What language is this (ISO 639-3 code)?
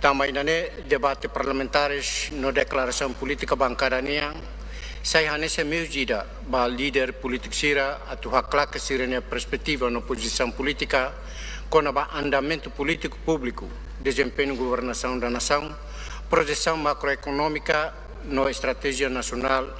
tet